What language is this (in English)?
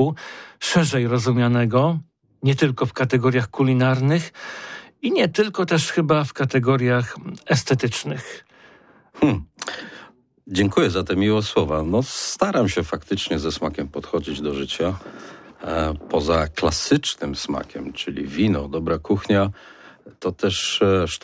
Polish